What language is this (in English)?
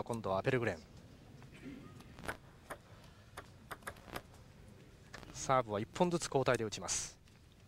Japanese